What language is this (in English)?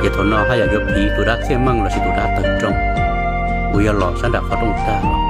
Hmong